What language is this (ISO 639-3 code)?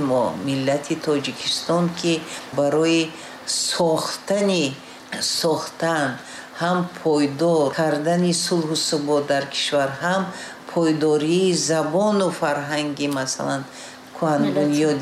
tgk